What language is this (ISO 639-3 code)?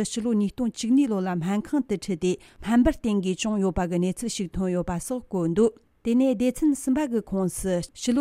bod